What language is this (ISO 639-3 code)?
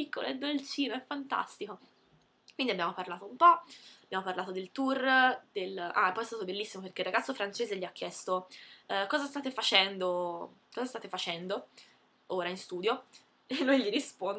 ita